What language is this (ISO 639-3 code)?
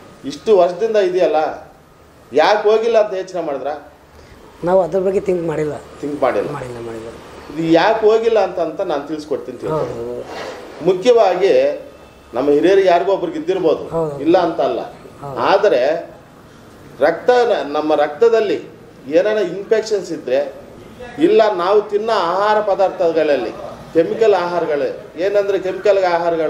kan